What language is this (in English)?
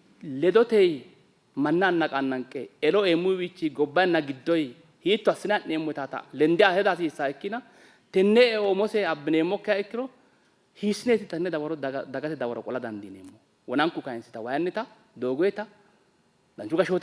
Sidamo